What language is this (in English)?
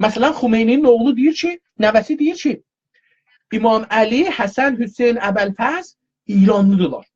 South Azerbaijani